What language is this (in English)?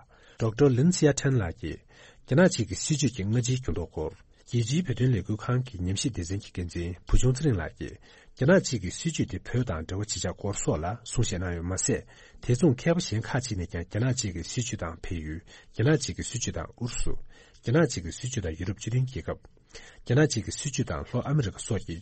Tibetan